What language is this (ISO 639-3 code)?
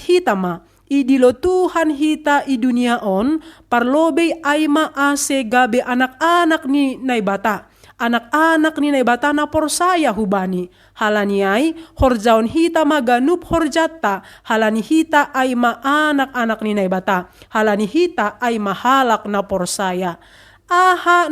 bts